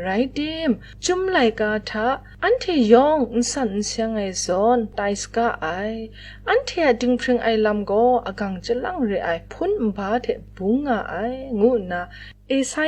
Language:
Kachin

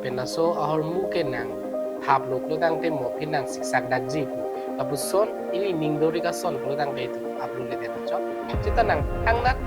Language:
Karbi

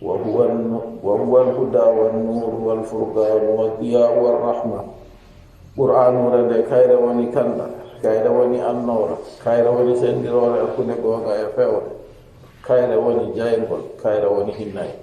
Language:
Fula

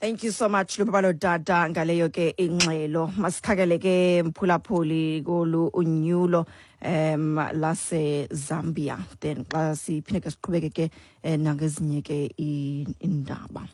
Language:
Xhosa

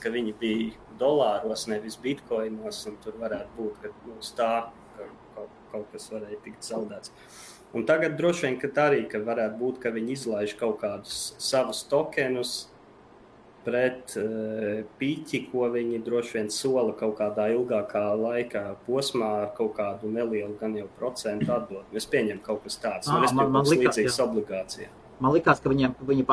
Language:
Latvian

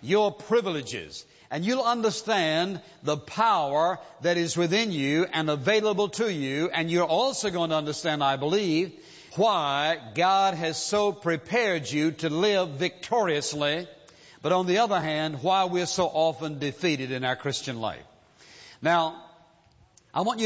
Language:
English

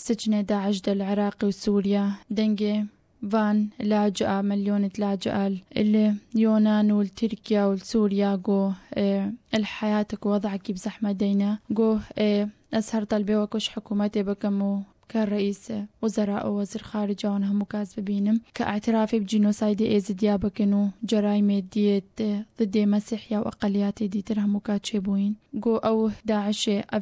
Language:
Kurdish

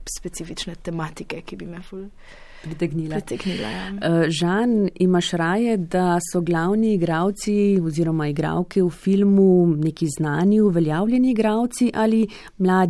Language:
Slovenian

